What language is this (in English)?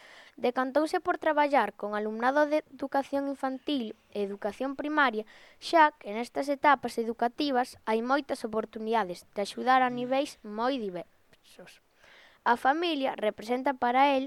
Galician